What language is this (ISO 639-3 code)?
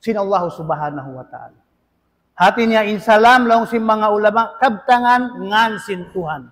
tsg